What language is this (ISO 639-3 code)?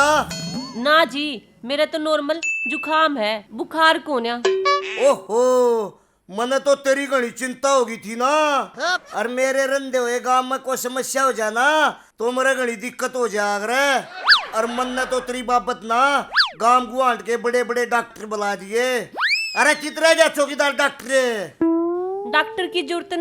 bgc